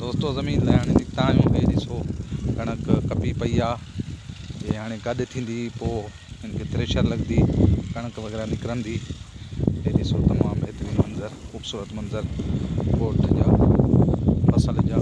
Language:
Sindhi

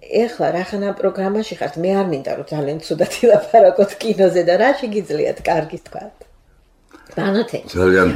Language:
Georgian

